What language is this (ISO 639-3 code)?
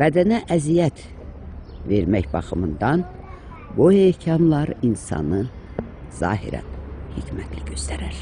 aze